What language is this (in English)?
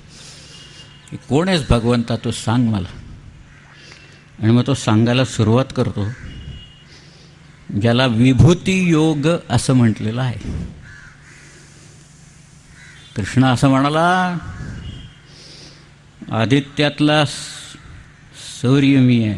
Marathi